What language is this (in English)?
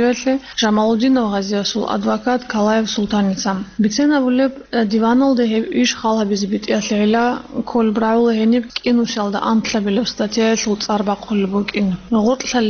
Avaric